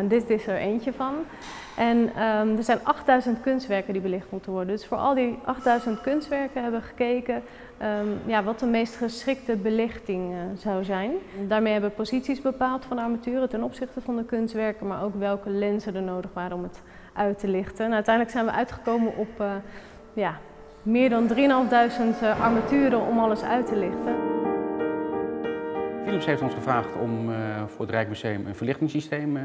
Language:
Dutch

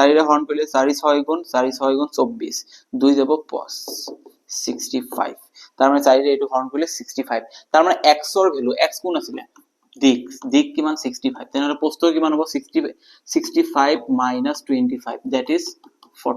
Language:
Assamese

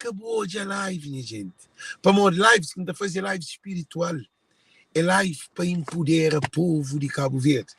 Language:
Kabuverdianu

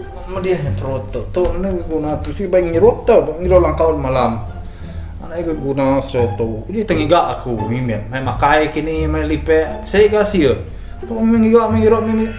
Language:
Iban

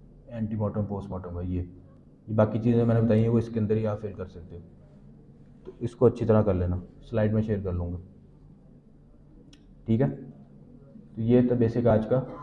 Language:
Hindi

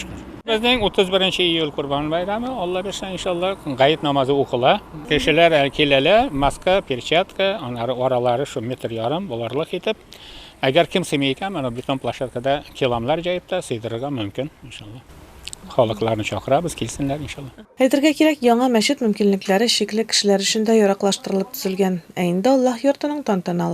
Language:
Tatar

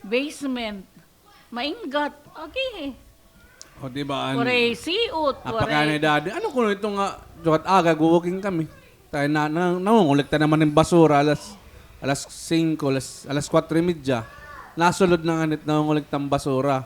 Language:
Waray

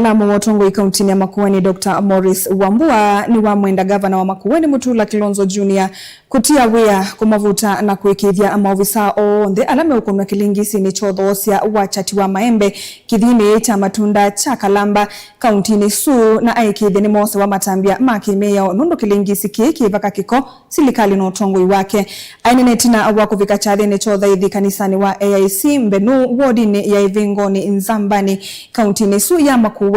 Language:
Kamba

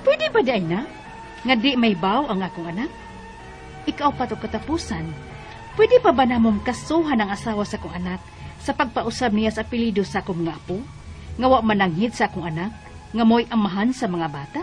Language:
Cebuano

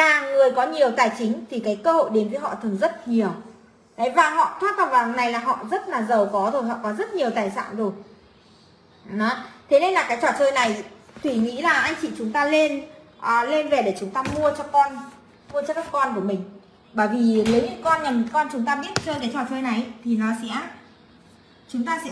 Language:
Vietnamese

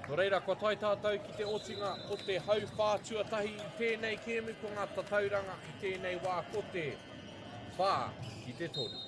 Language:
Māori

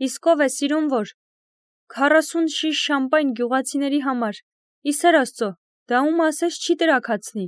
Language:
Armenian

